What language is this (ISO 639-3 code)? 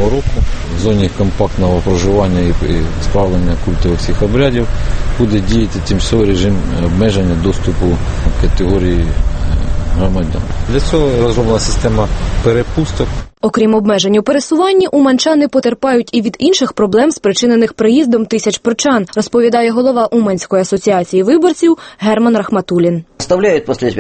ukr